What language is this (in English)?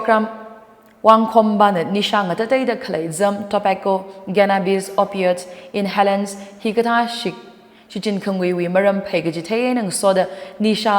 Tangkhul Naga (India)